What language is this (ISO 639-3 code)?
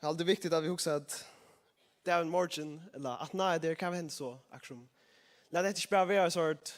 fao